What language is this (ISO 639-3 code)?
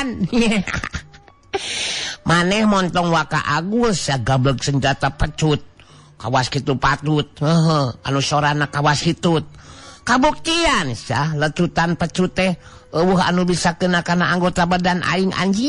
sun